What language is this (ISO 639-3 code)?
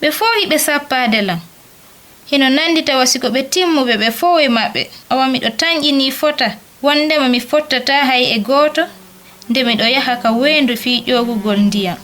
ful